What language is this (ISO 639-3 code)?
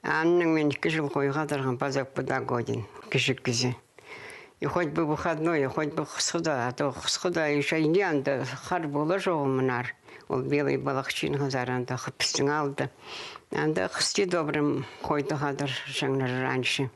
kjh